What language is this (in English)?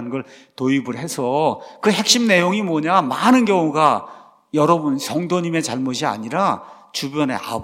Korean